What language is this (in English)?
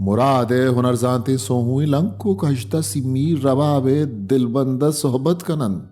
Baluchi